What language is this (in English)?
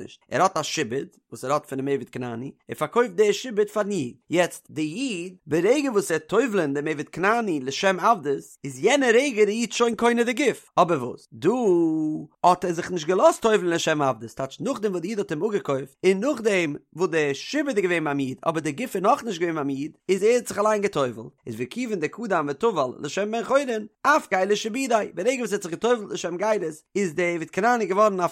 Yiddish